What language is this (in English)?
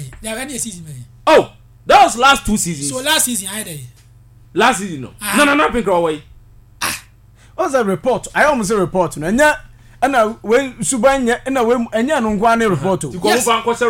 Akan